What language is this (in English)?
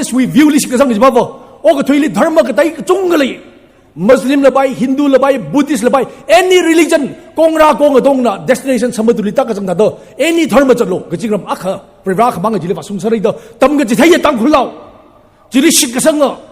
Tangkhul Naga (India)